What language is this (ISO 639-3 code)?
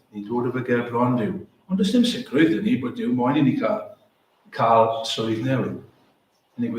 cym